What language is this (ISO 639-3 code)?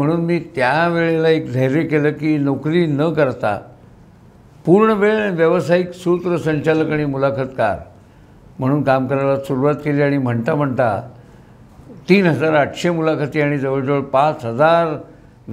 mar